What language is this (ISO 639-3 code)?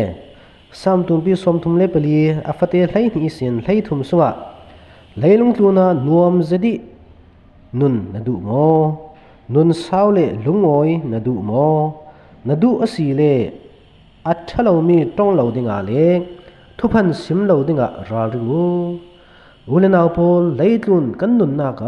cfm